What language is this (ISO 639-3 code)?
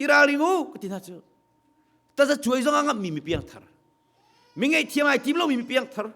cnh